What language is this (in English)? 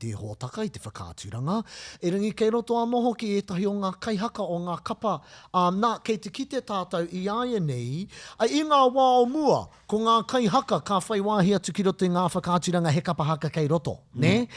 Māori